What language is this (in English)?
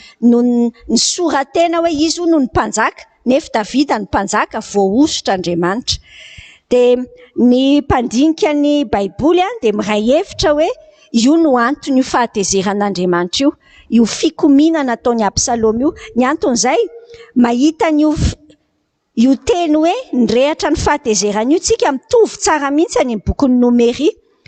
Malagasy